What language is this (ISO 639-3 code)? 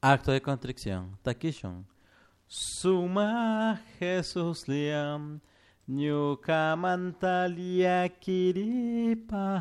qug